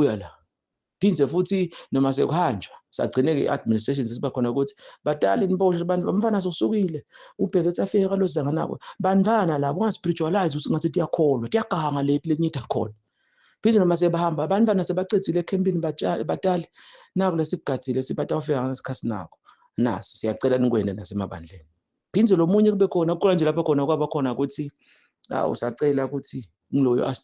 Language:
Zulu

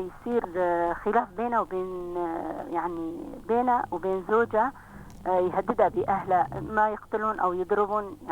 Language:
North Levantine Arabic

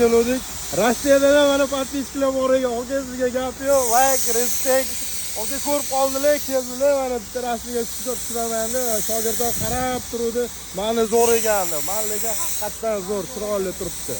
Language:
Uzbek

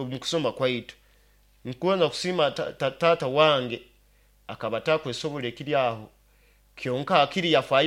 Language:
Nyoro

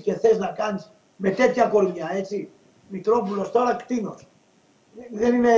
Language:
Greek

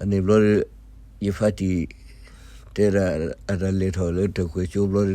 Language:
S'gaw Karen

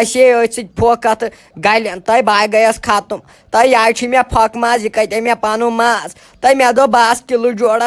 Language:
Kashmiri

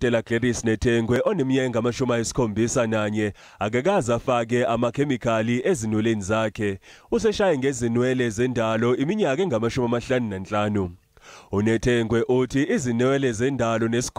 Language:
Zulu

